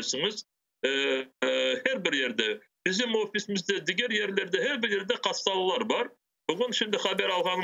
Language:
Crimean Tatar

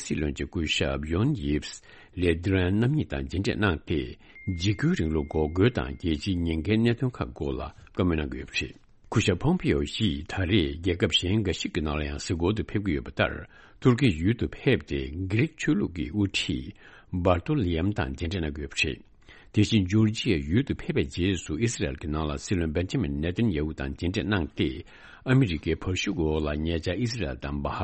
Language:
Tibetan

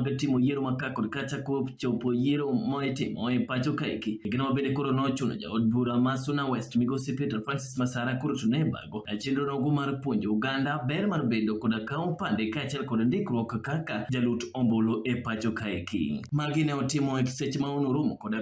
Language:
Luo (Kenya and Tanzania)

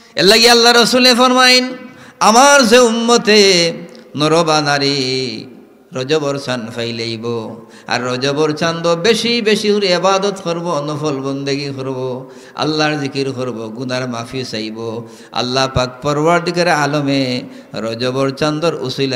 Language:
Sylheti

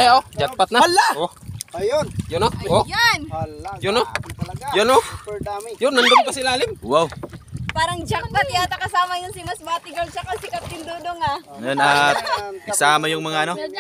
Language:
Filipino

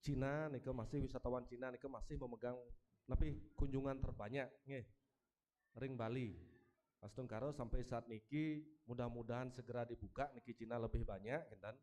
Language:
Balinese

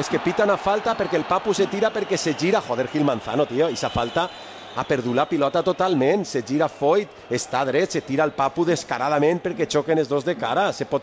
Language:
Catalan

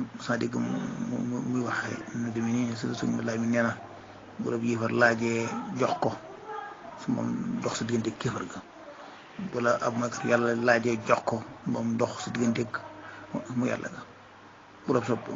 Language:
Wolof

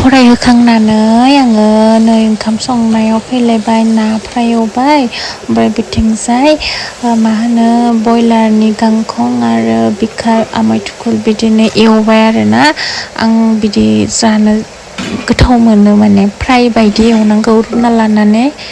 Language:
Bodo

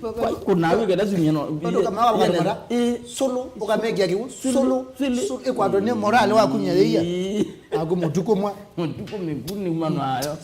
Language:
Kamba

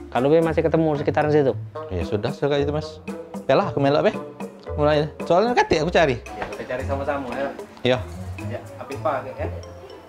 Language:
Musi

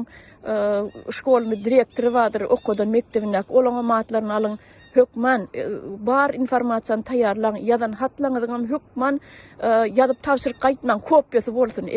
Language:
Turkmen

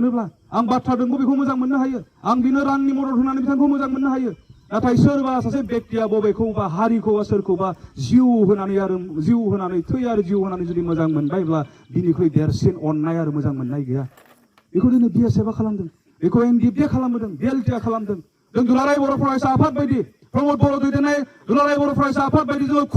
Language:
Bodo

